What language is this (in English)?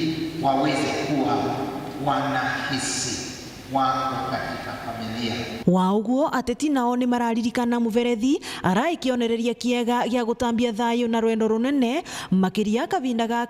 Meru